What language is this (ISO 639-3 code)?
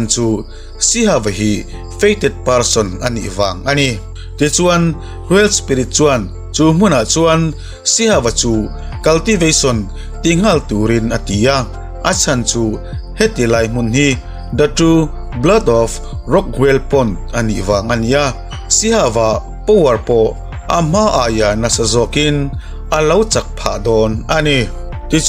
lus